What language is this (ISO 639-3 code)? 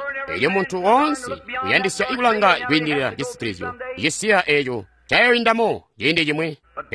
toi